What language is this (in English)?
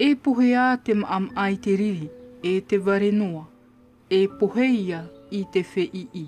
Tahitian